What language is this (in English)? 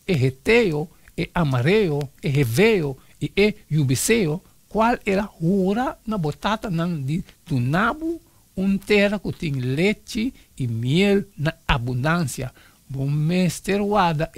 Papiamento